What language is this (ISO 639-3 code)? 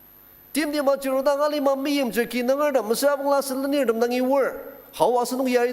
njo